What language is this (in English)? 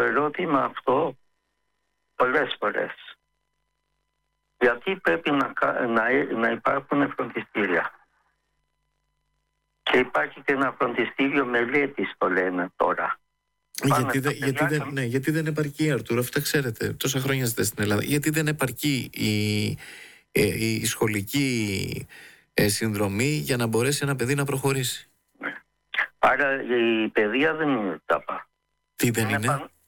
Greek